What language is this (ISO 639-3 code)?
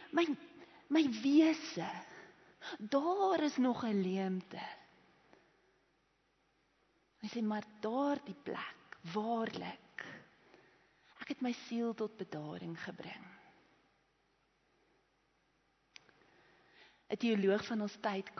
afr